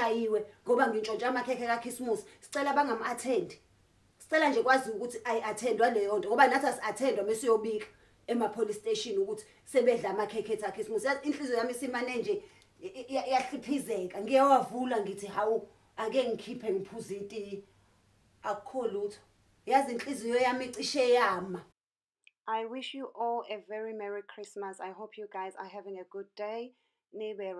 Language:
Zulu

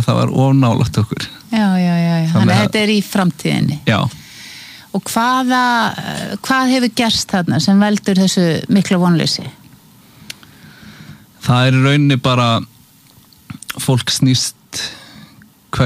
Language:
Icelandic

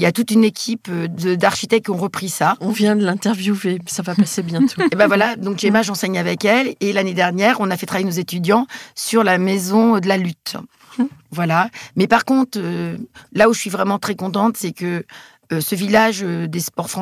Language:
French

